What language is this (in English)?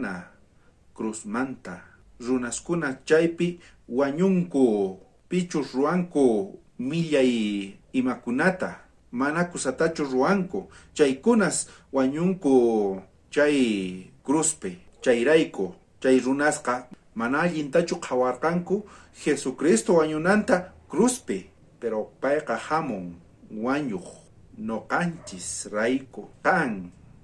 South Bolivian Quechua